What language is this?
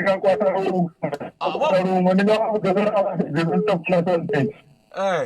Venda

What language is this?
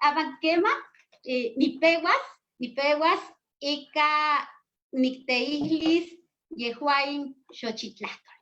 Eastern Huasteca Nahuatl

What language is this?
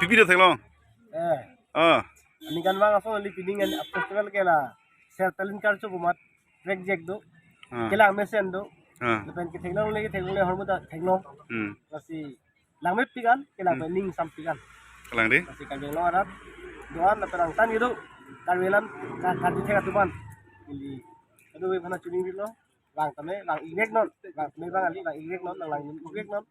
Karbi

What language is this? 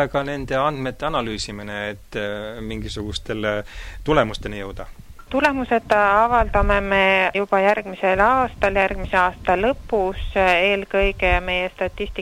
Estonian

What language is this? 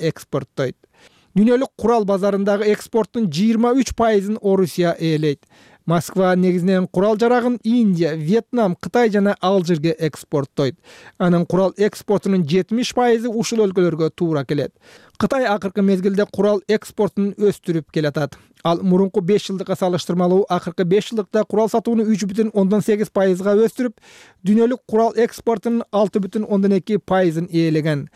Kyrgyz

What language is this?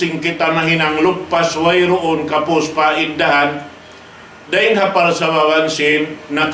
Tausug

